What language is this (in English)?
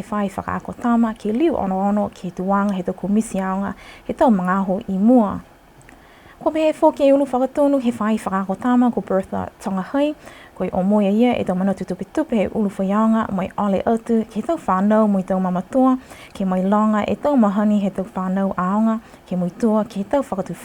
Niuean